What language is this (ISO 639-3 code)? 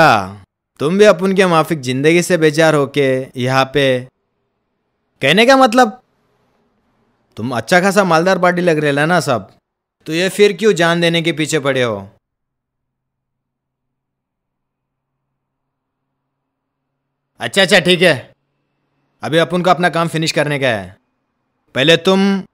hin